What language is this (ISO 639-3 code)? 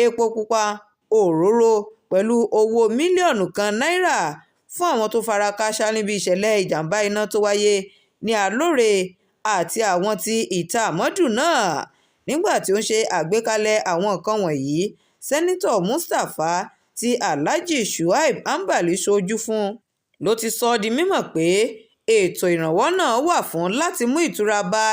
yor